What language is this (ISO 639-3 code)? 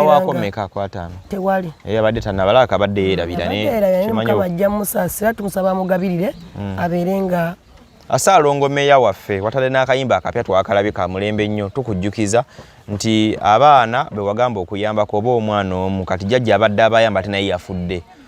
lug